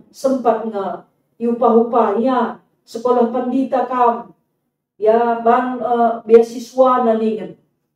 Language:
Batak Karo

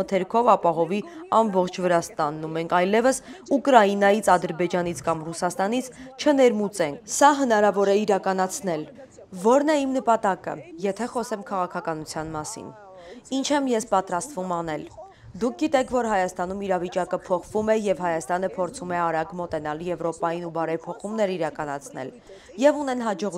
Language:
Armenian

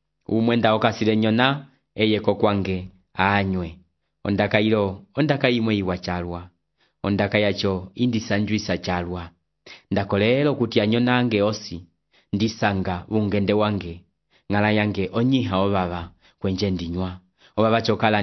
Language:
Umbundu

